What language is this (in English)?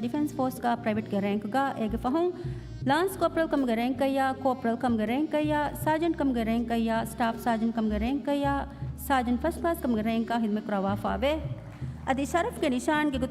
Divehi